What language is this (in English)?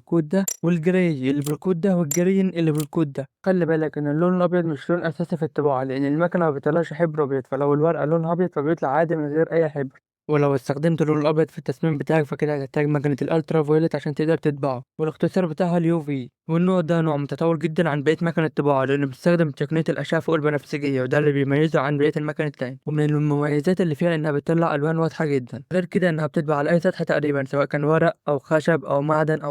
Egyptian Arabic